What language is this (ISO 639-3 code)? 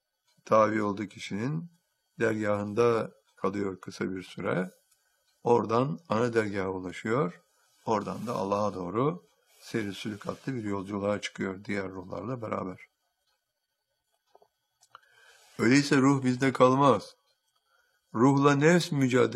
tur